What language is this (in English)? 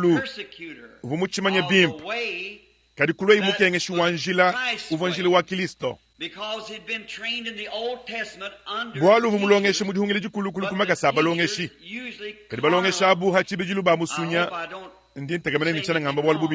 Luba-Lulua